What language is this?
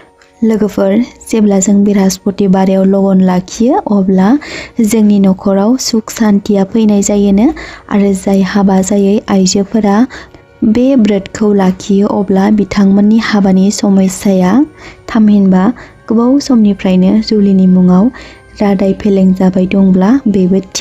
Bodo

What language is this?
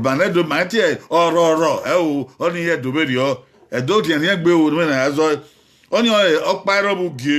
Bini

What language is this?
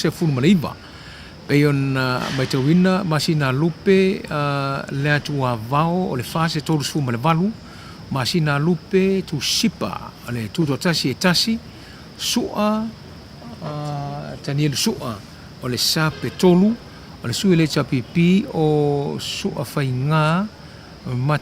Samoan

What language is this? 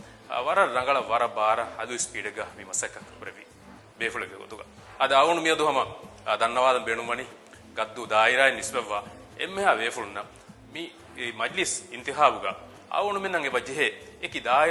Divehi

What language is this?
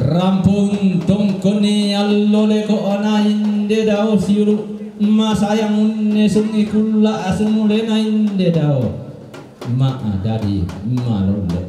Toraja-Sa'dan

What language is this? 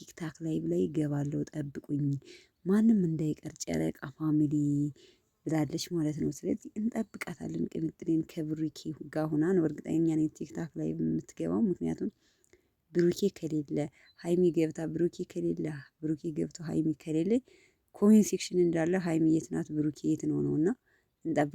Amharic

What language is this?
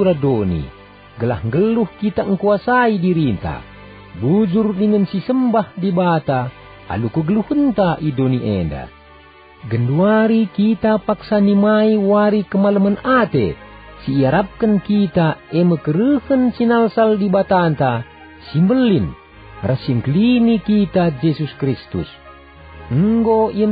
Batak Karo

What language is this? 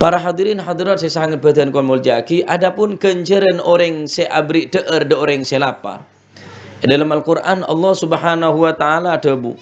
Madurese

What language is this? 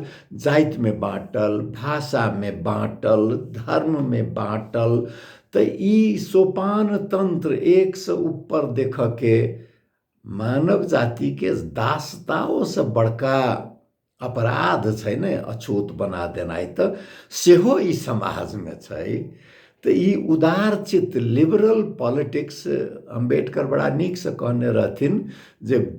Maithili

